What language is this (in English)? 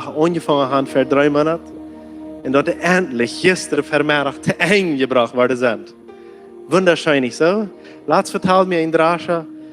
Plautdietsch